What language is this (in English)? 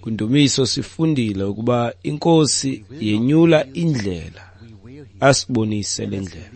Xhosa